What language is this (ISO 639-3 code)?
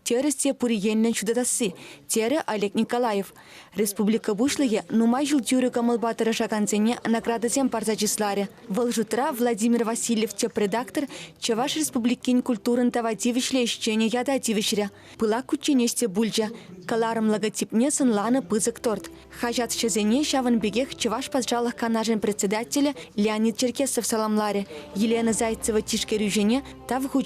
chv